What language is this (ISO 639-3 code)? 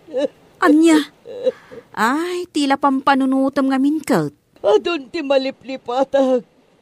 ilo